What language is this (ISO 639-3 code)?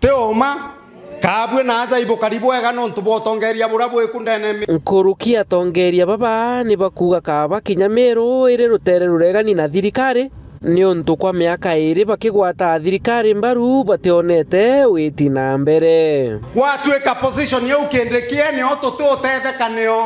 mer